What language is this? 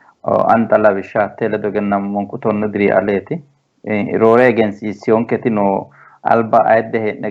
Sidamo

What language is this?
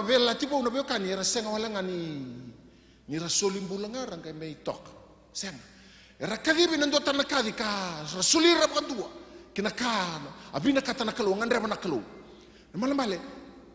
Fijian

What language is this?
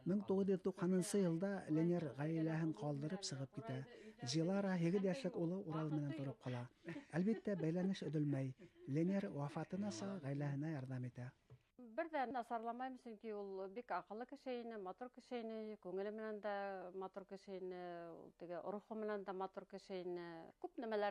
Bashkir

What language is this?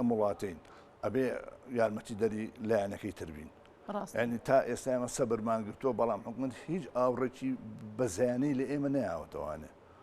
Central Kurdish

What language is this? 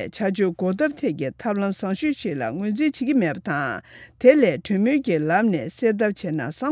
Tibetan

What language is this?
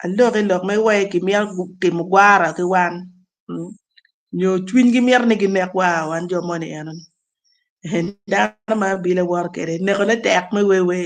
Acoli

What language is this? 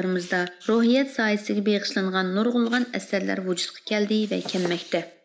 Uyghur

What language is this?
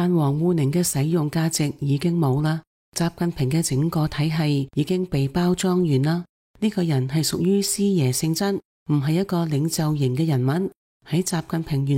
Cantonese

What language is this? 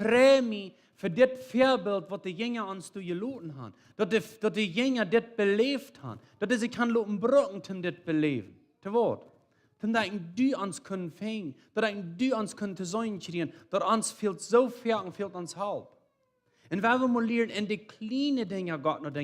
Plautdietsch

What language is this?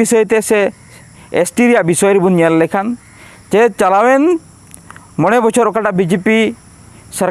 Santali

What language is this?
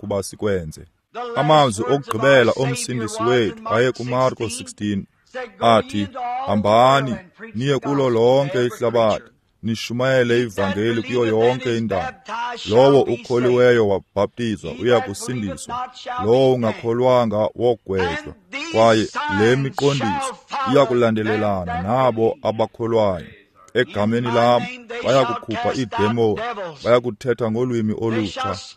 Xhosa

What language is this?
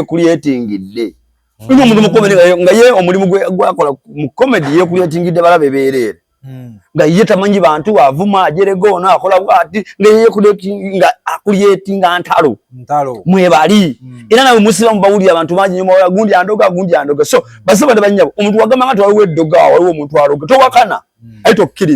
Ganda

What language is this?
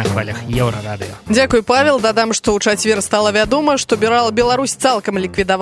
Belarusian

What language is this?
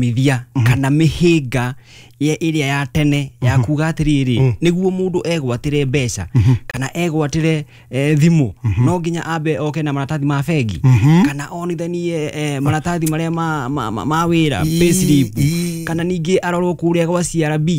Kikuyu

